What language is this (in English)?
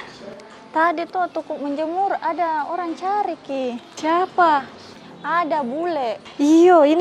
Makassar Malay